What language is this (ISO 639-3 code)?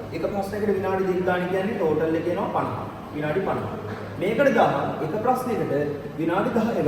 sin